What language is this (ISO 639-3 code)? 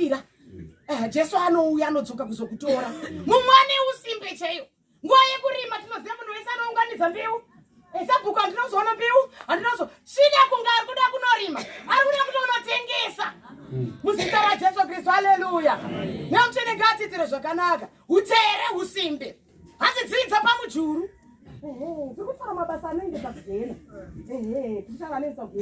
sna